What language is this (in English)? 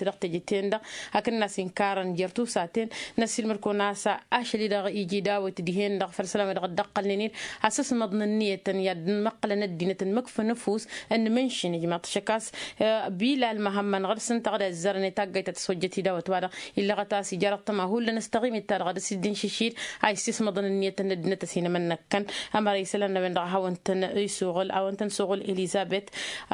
Tamasheq